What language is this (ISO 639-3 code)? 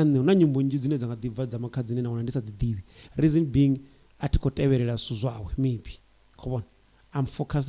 ven